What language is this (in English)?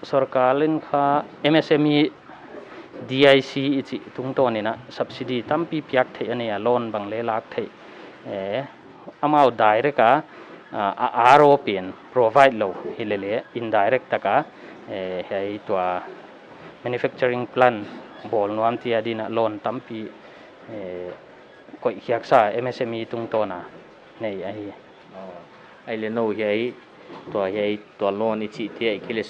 Paite Chin